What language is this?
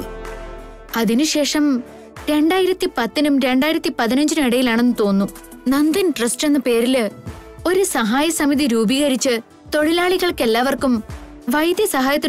Malayalam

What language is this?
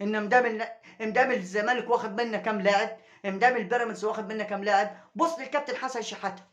Egyptian Arabic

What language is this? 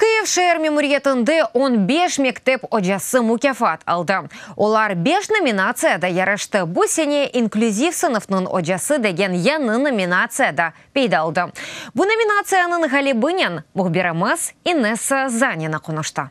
Crimean Tatar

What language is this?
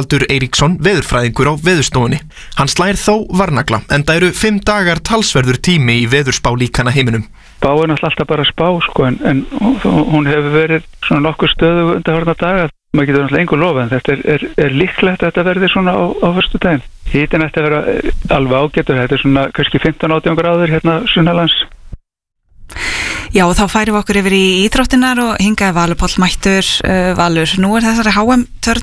Icelandic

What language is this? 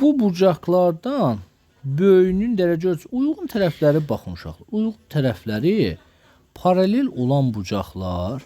Azerbaijani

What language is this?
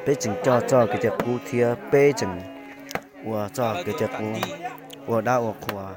Hmong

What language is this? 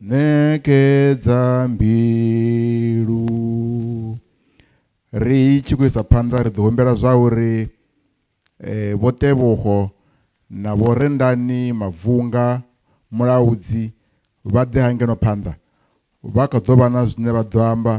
Venda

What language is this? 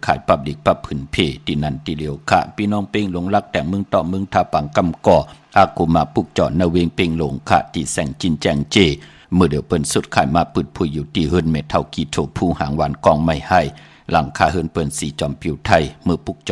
Shan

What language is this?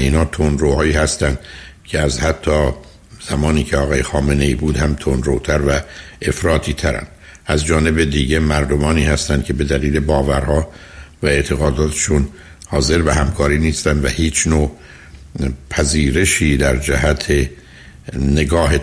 Persian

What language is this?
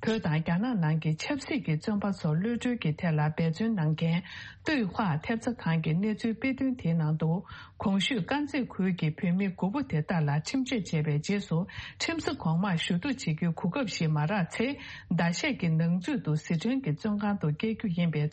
Tibetan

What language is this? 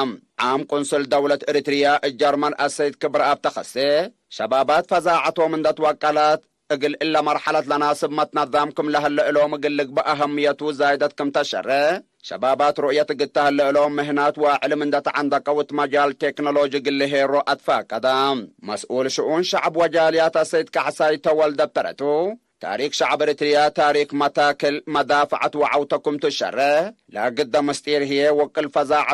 Tigre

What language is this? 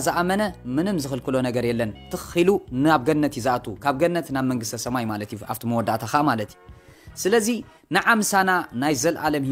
Tigrinya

